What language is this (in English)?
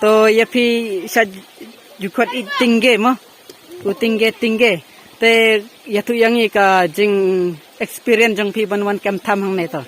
Khasi